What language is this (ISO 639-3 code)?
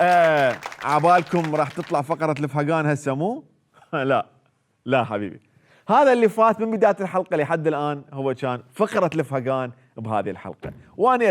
acm